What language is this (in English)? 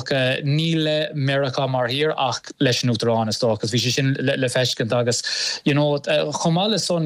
Irish